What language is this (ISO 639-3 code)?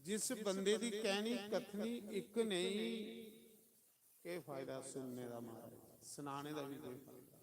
doi